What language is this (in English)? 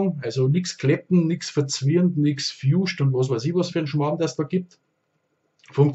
Bavarian